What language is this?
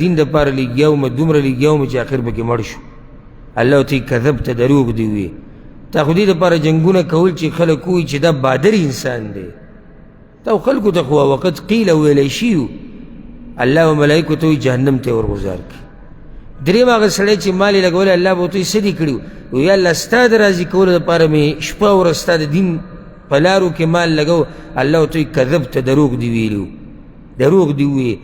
Pashto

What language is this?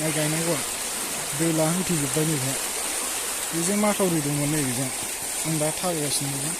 Bodo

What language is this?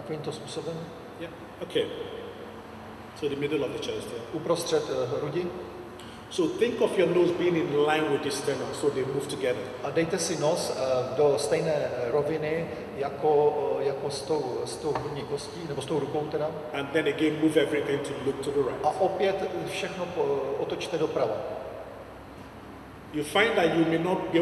Czech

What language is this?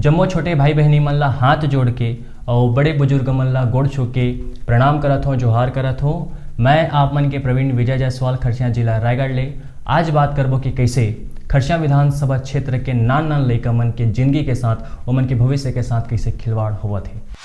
Chhattisgarhi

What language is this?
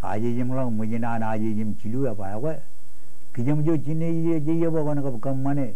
Marshallese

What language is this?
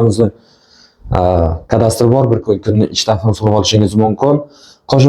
Uzbek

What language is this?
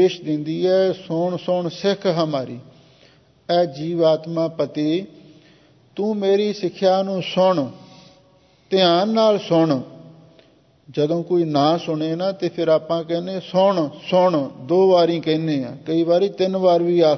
Punjabi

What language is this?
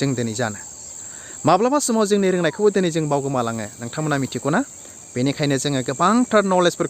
Bodo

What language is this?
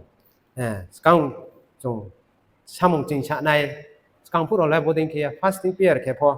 Riang (India)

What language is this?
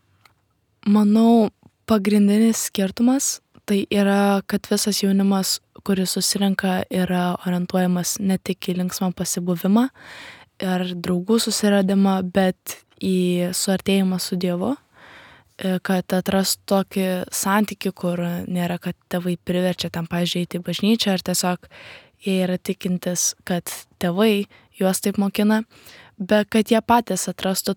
Lithuanian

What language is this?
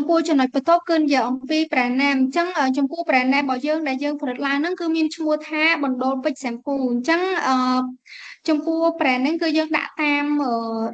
Khmer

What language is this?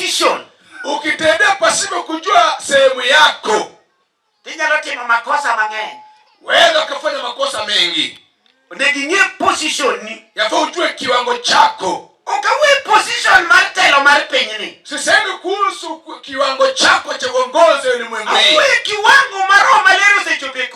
Luo (Kenya and Tanzania)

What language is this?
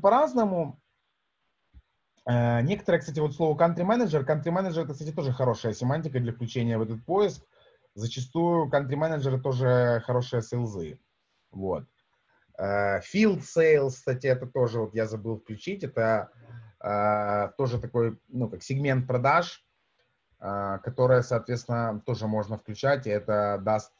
Russian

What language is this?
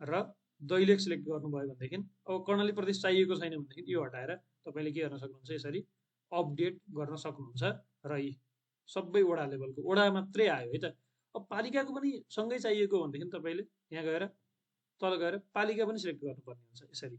Nepali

